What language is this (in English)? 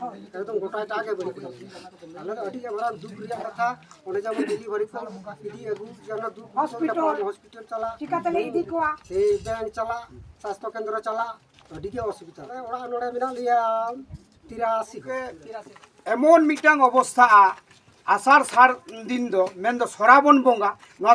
Santali